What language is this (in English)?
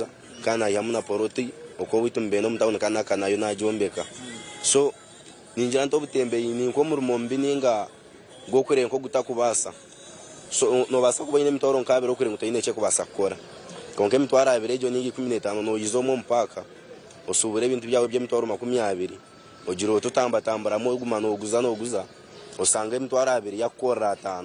Nyankole